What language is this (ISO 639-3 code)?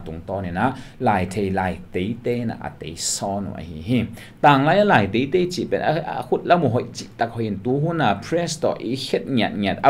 ctd